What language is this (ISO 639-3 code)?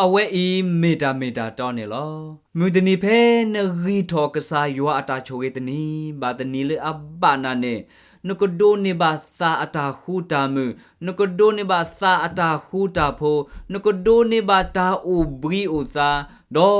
ksw